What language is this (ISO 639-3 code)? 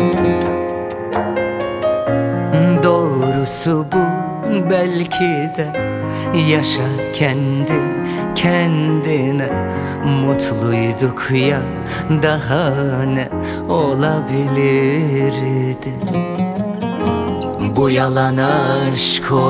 tur